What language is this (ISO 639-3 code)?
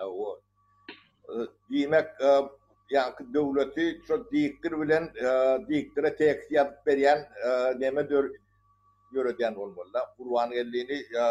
tuk